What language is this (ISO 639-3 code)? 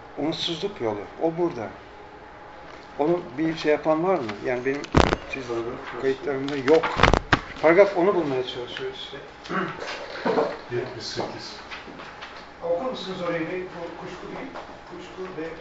tur